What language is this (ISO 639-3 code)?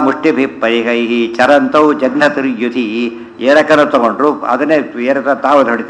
kan